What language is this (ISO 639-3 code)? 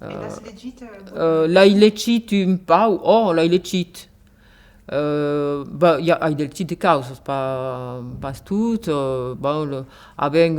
oci